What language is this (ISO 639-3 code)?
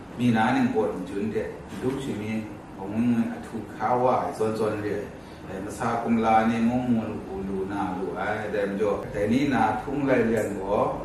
kac